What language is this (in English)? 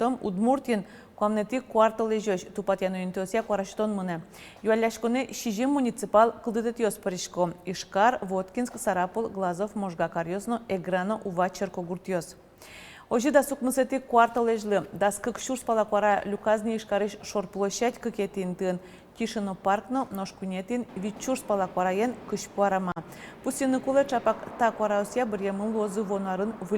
Udmurt